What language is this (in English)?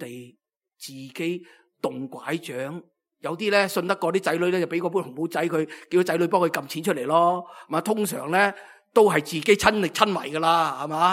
Cantonese